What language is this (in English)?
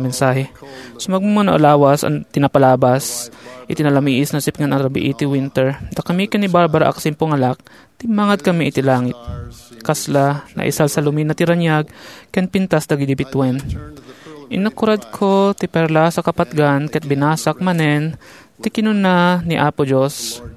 Iloko